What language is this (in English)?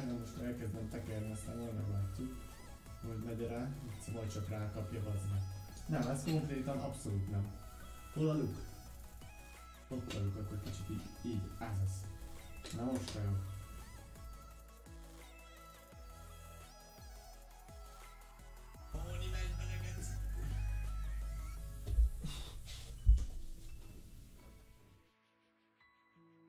Hungarian